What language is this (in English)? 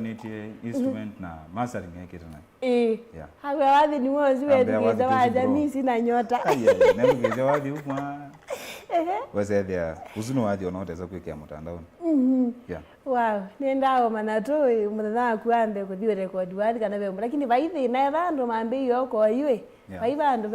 Kamba